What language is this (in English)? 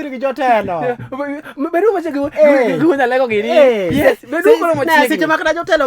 Luo (Kenya and Tanzania)